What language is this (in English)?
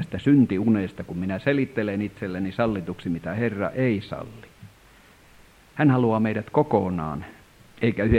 Finnish